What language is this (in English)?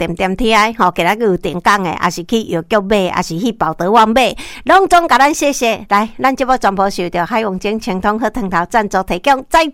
Min Nan Chinese